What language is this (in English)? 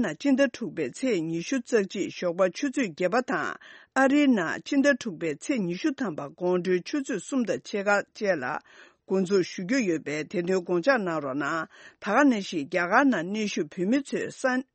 Tibetan